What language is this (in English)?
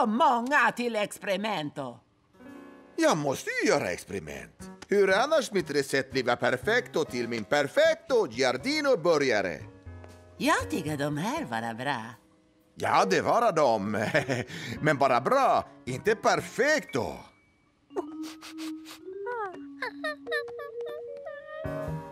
Swedish